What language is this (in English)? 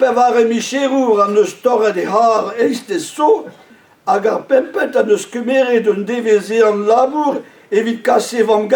Breton